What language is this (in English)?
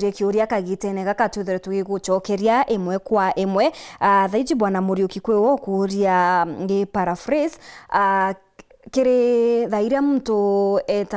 Meru